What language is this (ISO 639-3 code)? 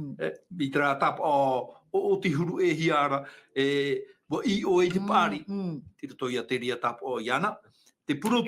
tah